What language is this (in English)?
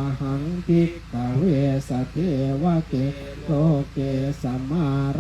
Pali